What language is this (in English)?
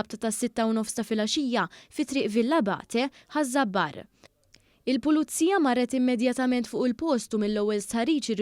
Maltese